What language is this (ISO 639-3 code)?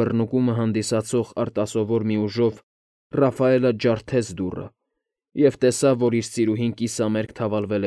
hye